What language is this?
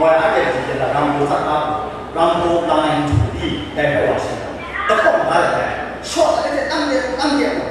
Kachin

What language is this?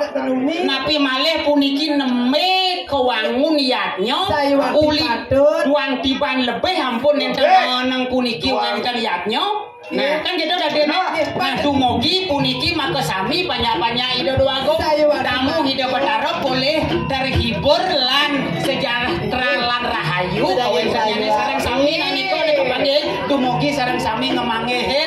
Balinese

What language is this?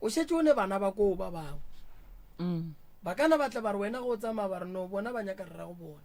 Northern Sotho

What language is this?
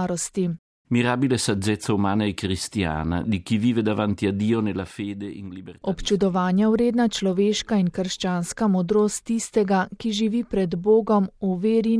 Slovenian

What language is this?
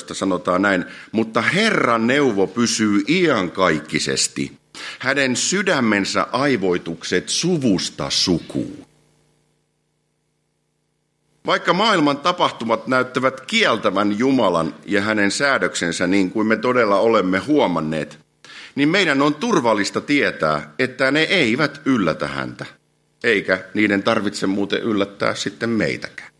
Finnish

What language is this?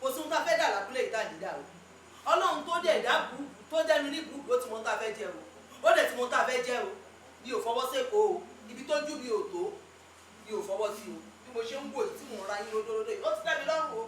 Yoruba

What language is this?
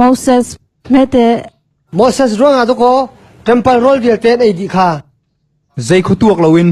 Hakha Chin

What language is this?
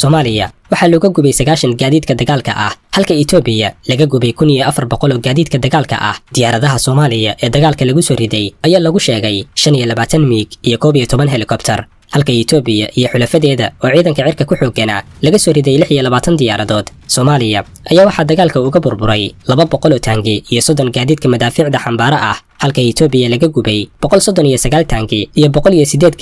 Somali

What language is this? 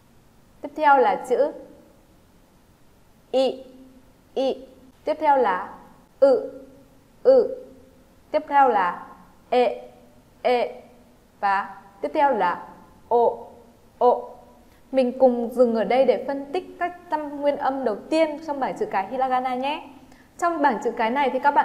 Vietnamese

